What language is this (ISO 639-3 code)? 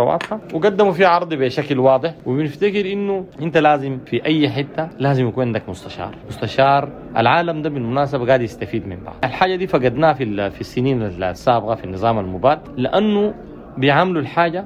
apd